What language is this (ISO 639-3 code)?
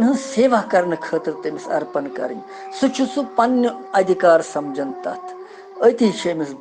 kas